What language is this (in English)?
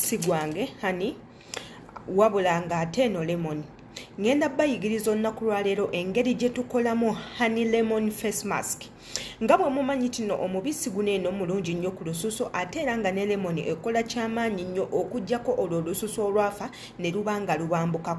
Ganda